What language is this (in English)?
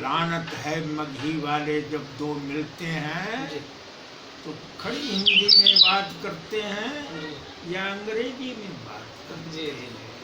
Magahi